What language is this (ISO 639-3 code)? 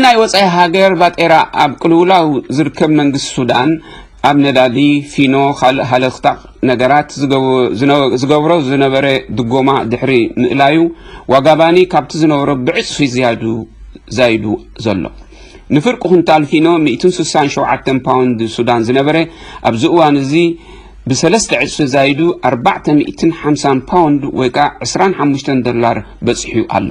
tir